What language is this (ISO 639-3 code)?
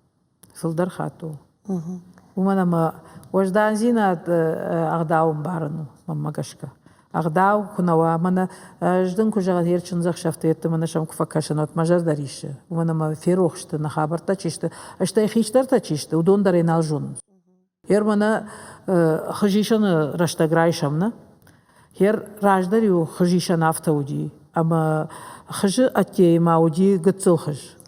oss